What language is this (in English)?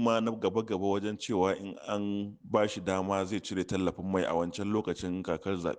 Hausa